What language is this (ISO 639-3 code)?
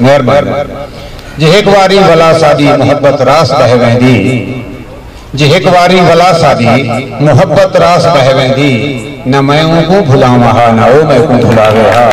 skr